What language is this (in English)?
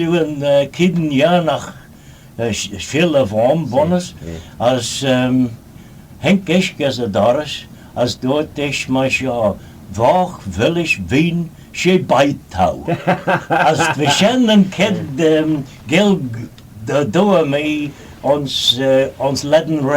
Manx